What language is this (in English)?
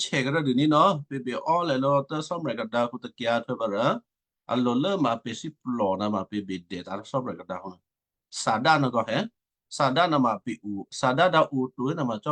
Western Kayah